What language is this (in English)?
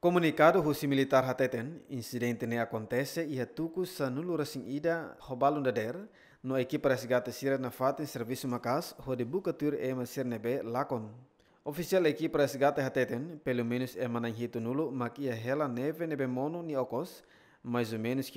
Tetum